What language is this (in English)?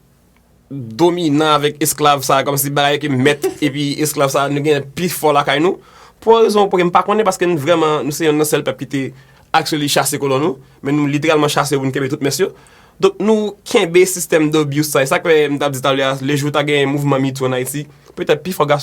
Haitian Creole